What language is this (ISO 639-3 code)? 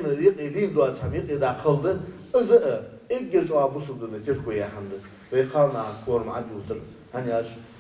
inh